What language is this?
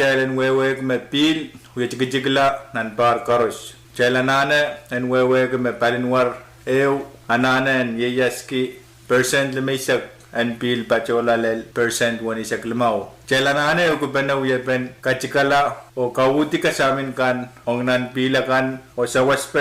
Pohnpeian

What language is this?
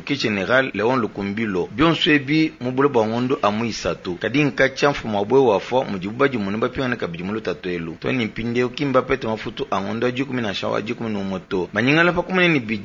Luba-Lulua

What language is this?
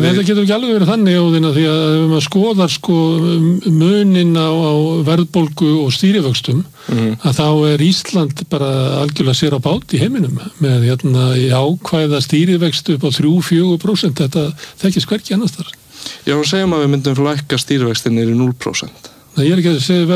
Icelandic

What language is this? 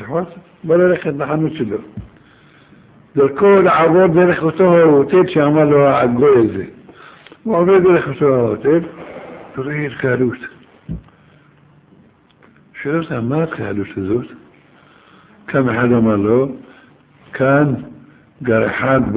Hebrew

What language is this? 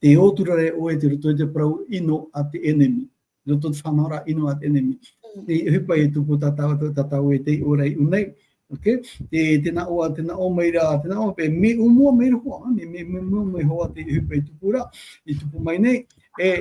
Tahitian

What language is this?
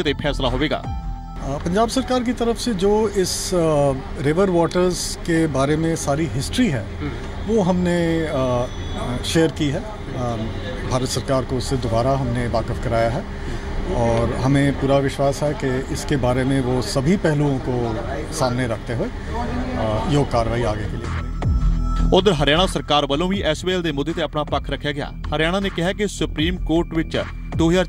Punjabi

